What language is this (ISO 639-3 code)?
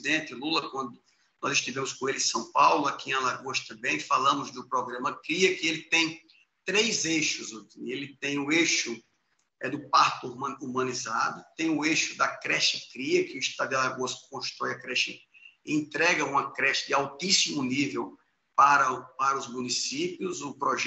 por